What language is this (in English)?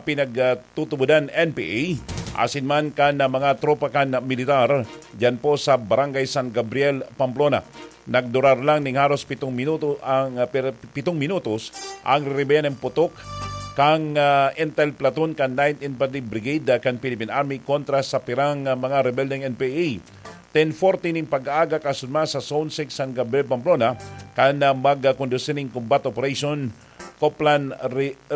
Bikol